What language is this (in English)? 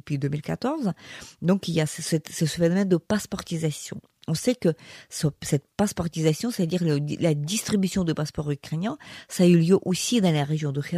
French